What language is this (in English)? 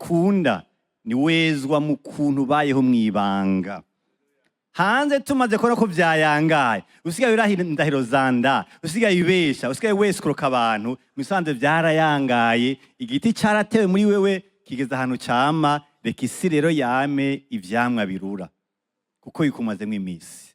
Rundi